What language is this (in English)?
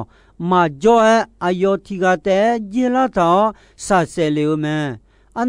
Akha